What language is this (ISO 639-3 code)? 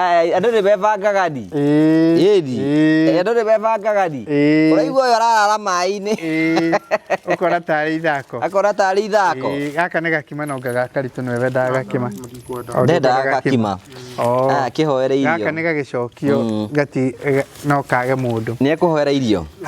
kik